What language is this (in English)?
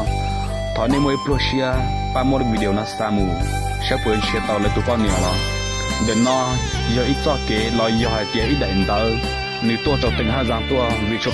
Hmong